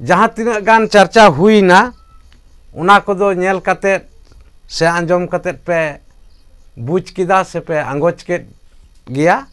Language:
Santali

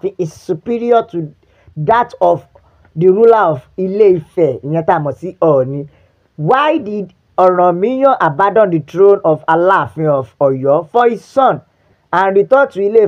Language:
Yoruba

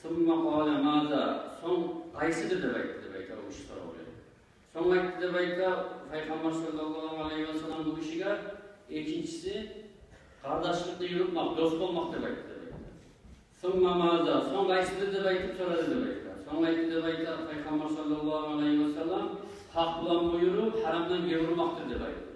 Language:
Kumyk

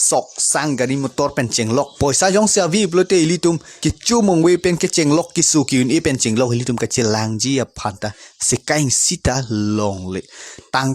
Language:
Karbi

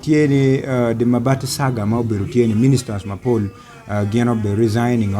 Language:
Acoli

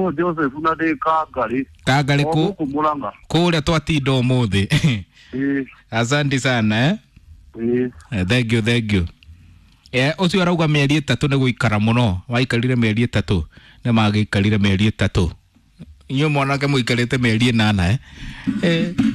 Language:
Kikuyu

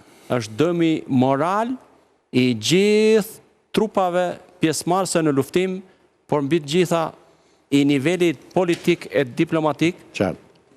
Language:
Albanian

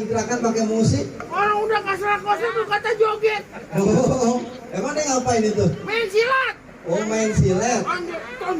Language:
Betawi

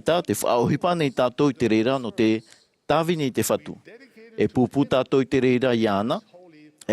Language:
Tahitian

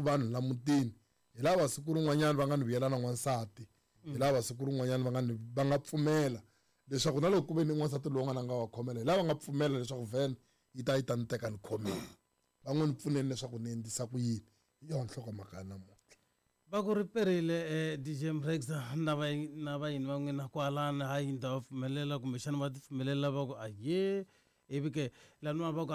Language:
Tsonga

